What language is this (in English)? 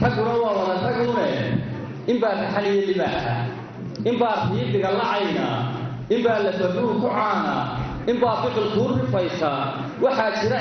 Somali